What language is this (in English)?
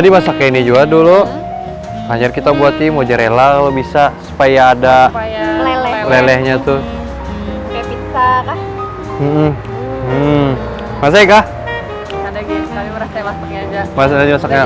Banjar